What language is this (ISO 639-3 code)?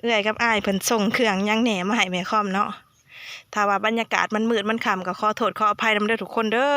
lao